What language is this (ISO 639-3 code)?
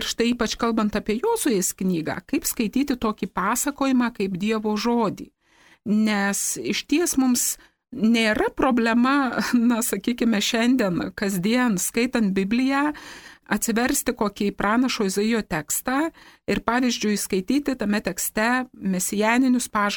lit